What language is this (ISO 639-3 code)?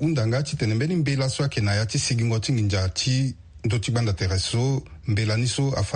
sag